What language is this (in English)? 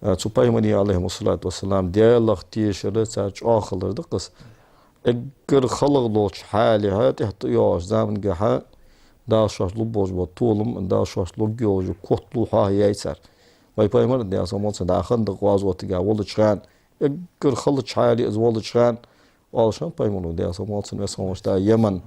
Ingush